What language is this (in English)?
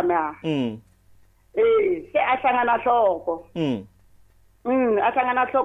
Tsonga